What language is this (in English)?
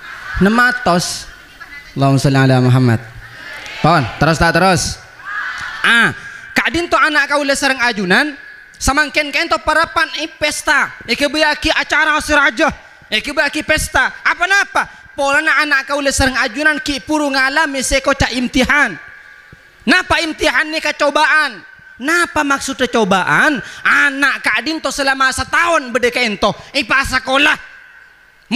Madurese